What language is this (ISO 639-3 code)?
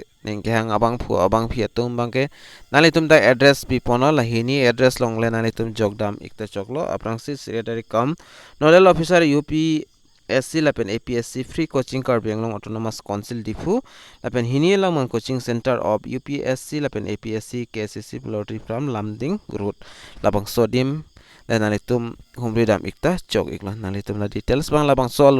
mjw